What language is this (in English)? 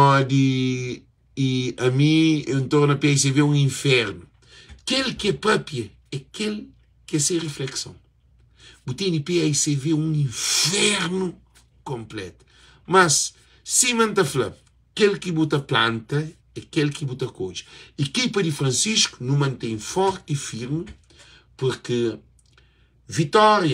Kabuverdianu